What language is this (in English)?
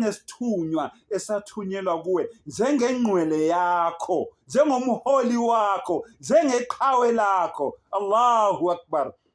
Zulu